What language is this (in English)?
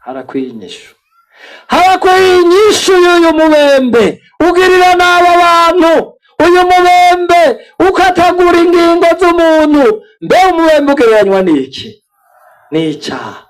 Rundi